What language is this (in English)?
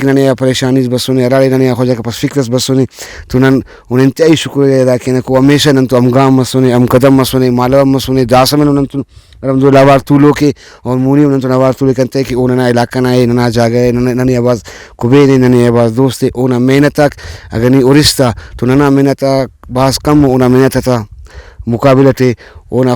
Brahui